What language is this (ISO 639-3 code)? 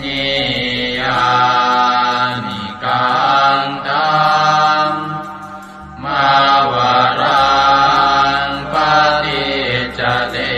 pli